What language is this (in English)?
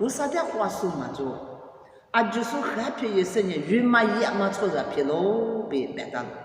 Lisu